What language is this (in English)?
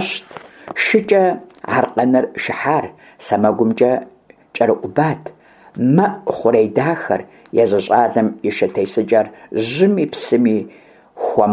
Kabardian